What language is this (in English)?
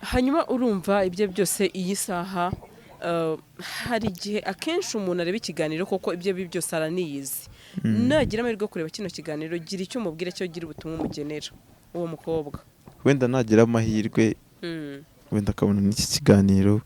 Kinyarwanda